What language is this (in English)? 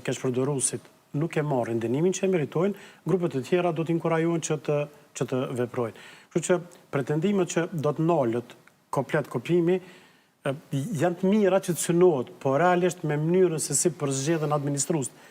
Albanian